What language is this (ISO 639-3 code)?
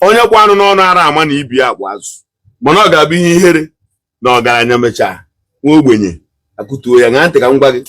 ibo